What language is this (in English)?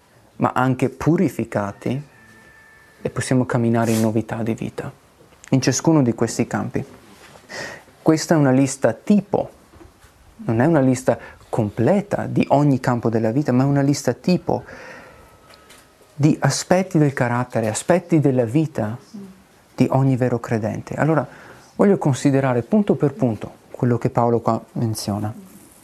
Italian